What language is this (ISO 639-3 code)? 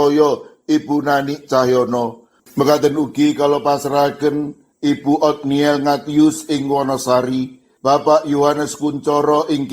jav